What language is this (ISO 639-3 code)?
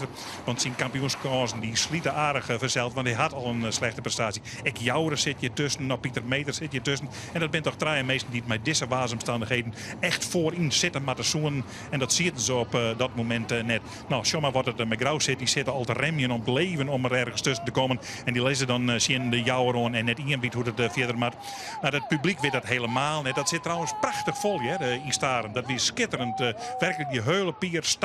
fry